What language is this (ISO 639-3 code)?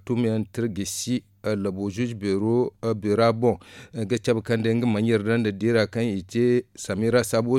dje